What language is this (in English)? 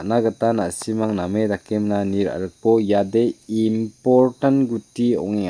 Garo